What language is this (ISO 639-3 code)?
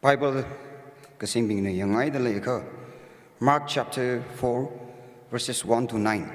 nmf